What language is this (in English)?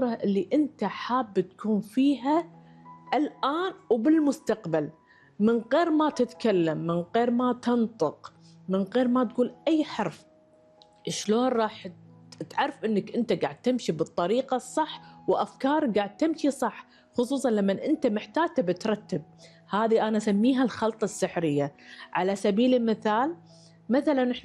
Gulf Arabic